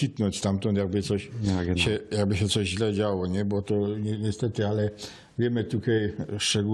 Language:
Silesian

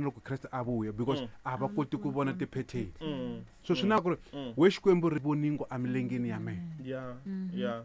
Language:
Tsonga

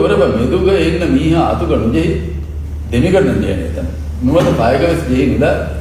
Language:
Divehi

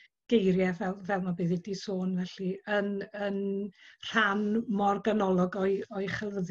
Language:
Welsh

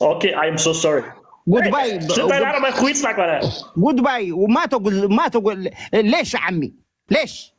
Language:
Tigrinya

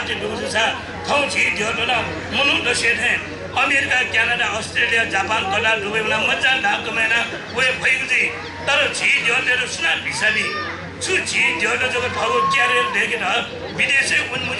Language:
Newari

